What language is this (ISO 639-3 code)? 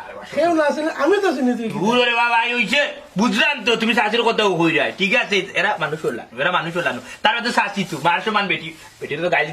syl